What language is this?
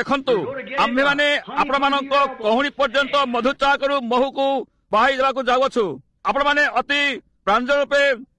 Odia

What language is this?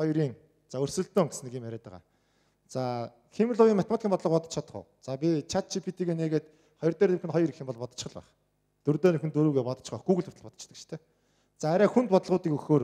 Mongolian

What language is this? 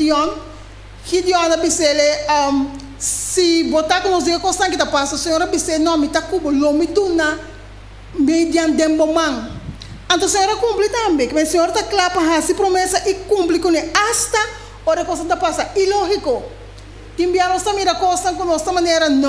Papiamento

